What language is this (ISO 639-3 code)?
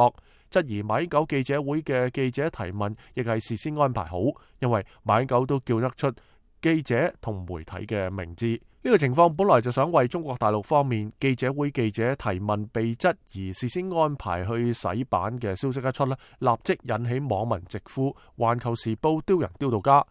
yue